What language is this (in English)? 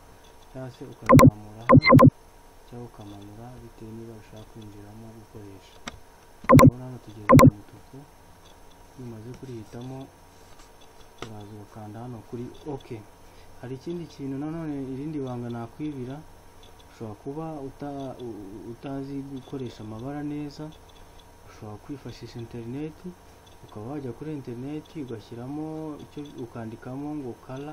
Kinyarwanda